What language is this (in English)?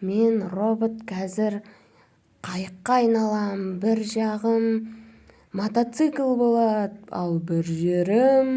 Kazakh